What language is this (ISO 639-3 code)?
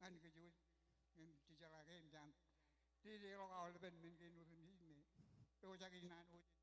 mah